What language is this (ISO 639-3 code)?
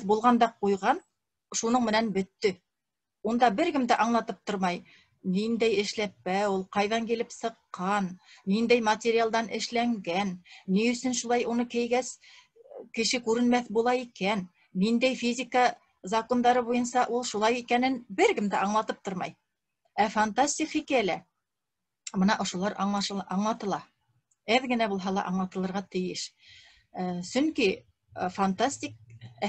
bak